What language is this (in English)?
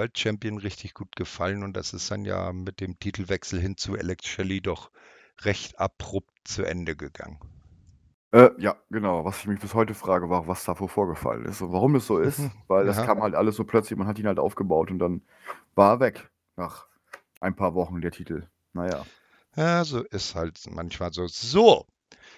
German